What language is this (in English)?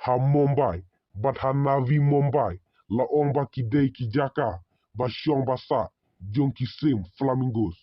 Khasi